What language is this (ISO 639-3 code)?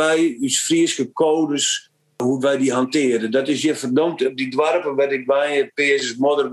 fry